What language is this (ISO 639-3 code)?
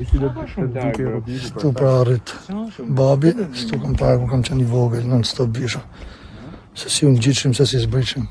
sqi